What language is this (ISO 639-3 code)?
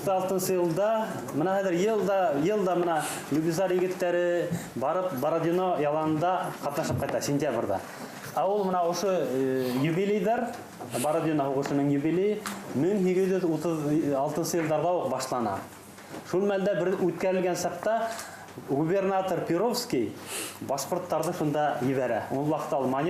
bak